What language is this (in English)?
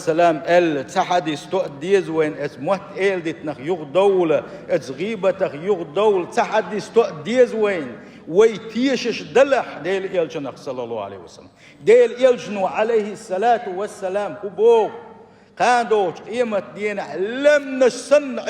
Chechen